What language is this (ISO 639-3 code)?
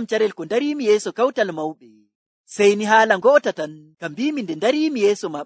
fuv